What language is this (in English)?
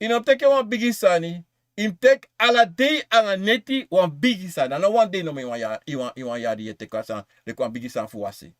Sranan Tongo